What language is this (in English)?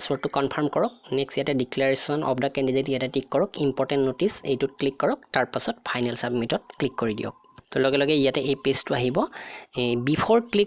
Assamese